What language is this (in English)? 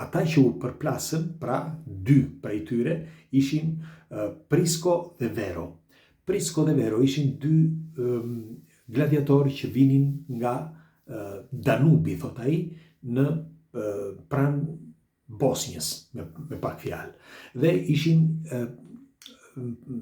Albanian